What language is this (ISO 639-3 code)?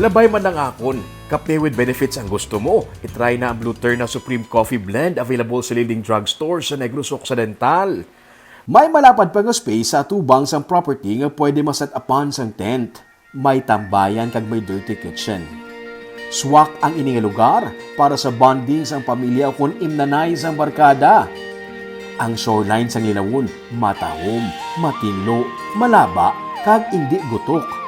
hil